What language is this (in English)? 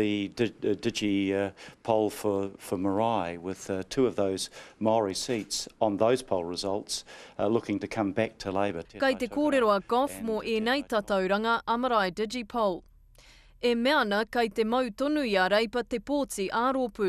Māori